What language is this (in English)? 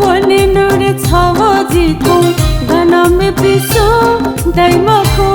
Newari